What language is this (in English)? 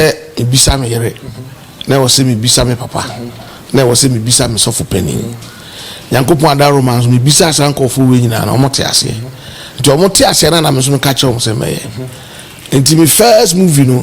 Akan